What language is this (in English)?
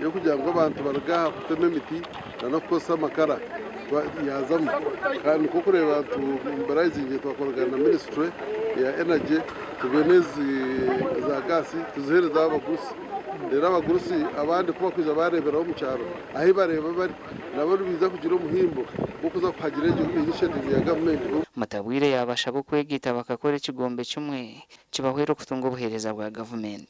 Nyankole